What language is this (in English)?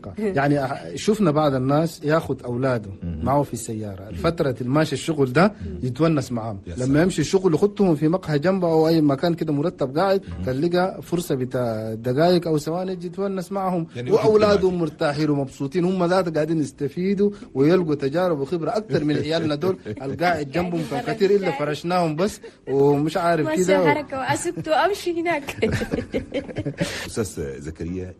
Chadian Arabic